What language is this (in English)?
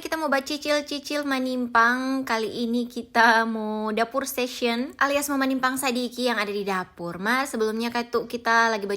Manado Malay